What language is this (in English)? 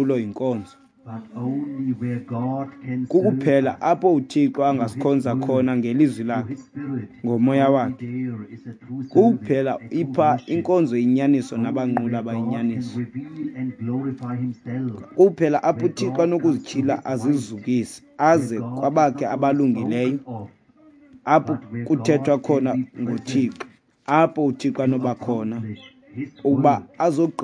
Xhosa